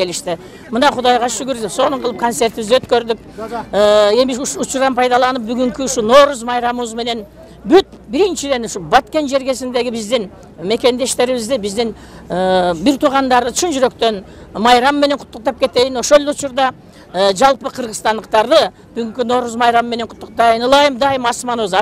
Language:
Kyrgyz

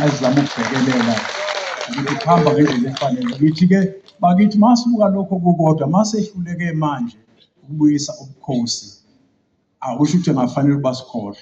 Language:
Zulu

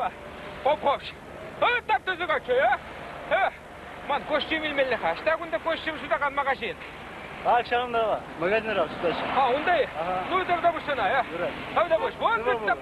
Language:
Chuvash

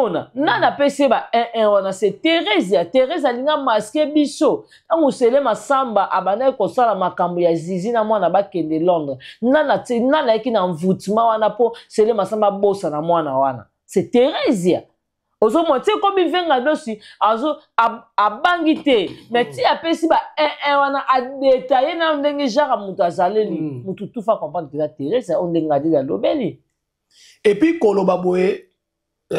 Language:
Lingala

